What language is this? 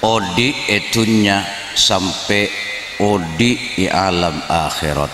Madurese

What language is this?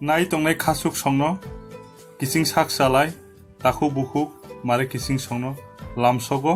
Kok Borok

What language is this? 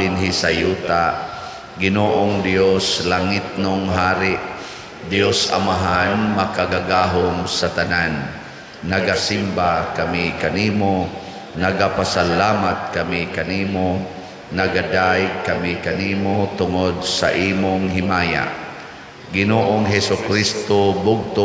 Cebuano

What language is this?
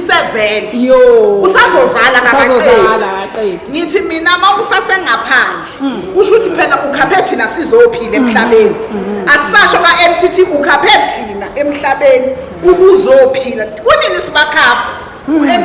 Zulu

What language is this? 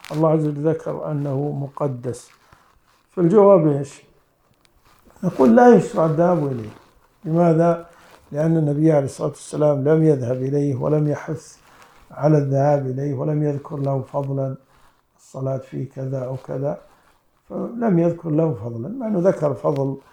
Arabic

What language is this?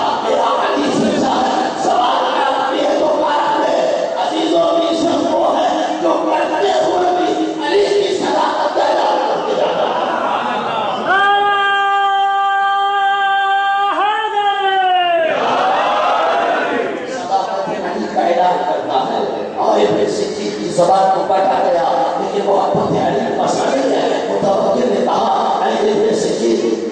Urdu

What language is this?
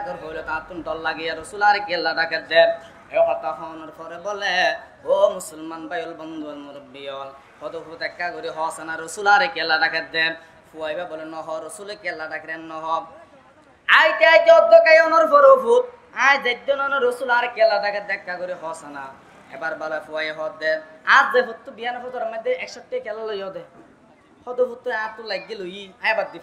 Rohingya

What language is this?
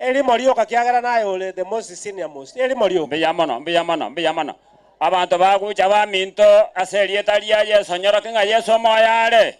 Gusii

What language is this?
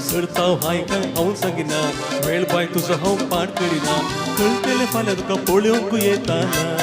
Konkani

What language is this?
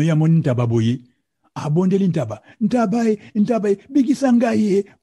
Lingala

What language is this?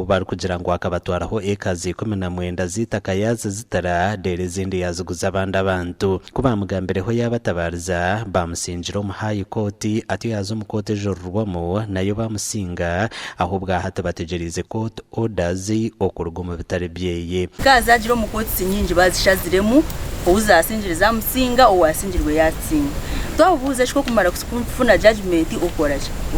Nyankole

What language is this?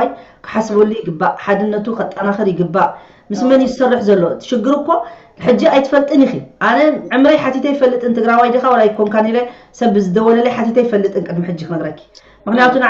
Tigrinya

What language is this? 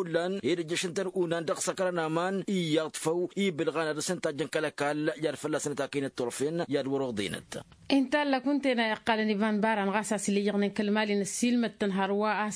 Tamasheq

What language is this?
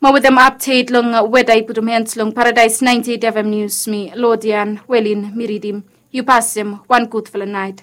Bislama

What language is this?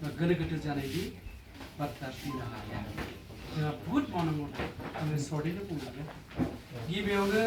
Bodo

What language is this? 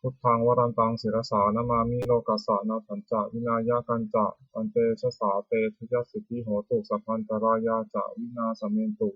Pali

